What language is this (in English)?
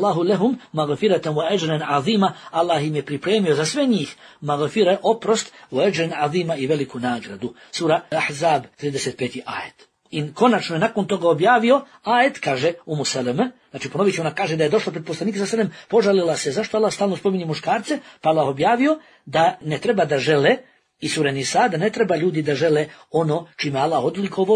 Bosnian